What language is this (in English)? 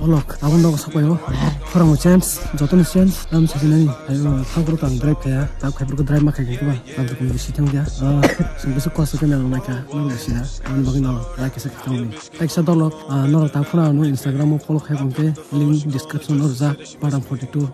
Kok Borok